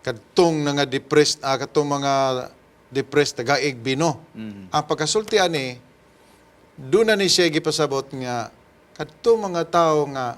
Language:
Cebuano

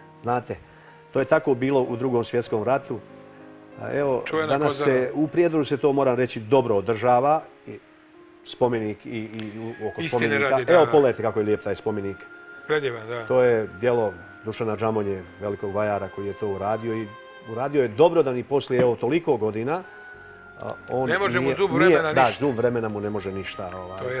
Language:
Serbian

